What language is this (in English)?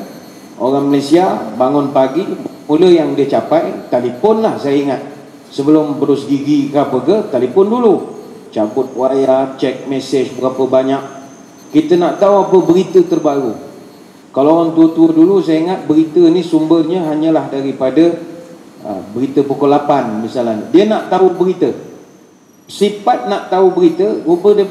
Malay